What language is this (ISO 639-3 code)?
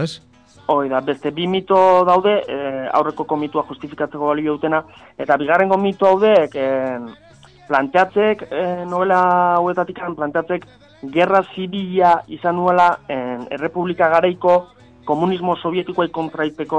eus